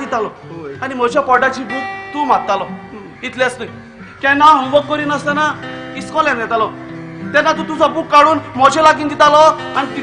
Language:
Konkani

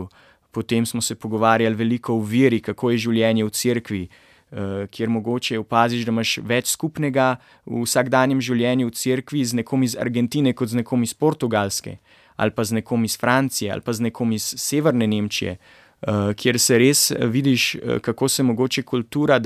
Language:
Slovenian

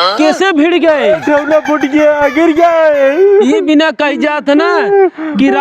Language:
Awadhi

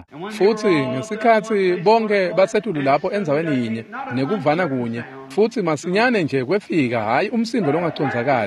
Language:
Swati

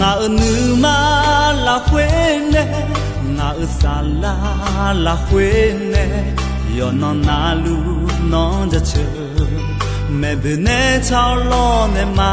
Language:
Akha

